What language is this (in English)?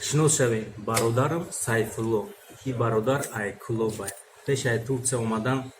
Tajik